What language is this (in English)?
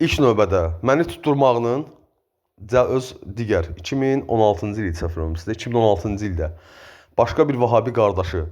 Azerbaijani